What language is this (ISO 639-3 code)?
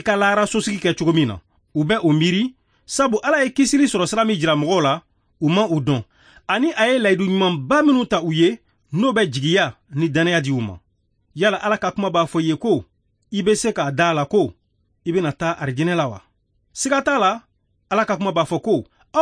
bam